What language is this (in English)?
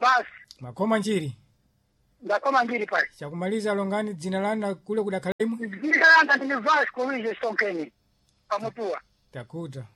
Sena